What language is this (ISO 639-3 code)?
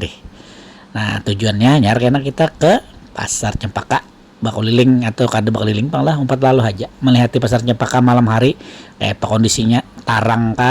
bjn